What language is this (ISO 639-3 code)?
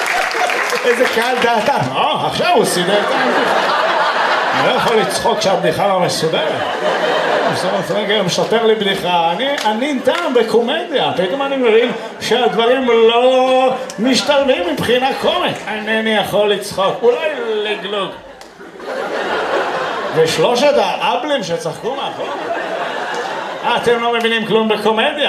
heb